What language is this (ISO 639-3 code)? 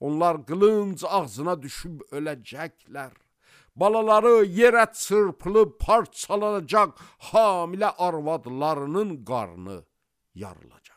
aze